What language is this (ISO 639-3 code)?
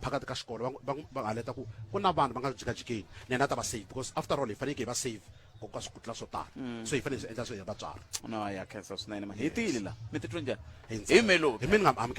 tso